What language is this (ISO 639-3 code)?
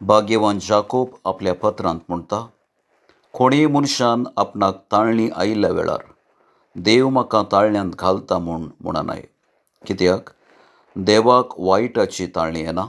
kok